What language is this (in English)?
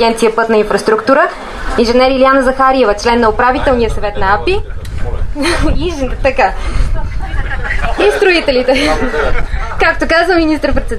Bulgarian